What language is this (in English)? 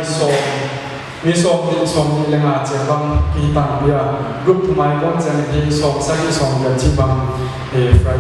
Paite Chin